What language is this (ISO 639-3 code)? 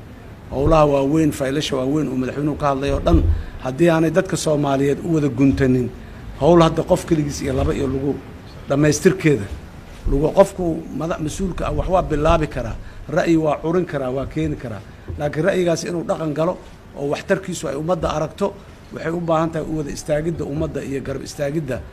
som